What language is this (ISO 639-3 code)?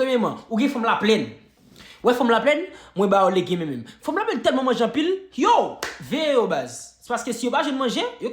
hat